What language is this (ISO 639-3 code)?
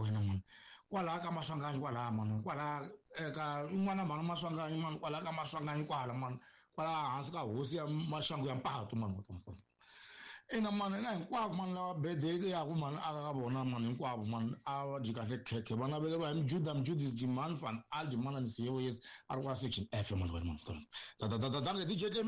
tso